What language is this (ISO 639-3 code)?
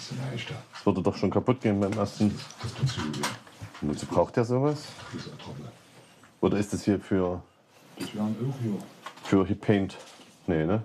deu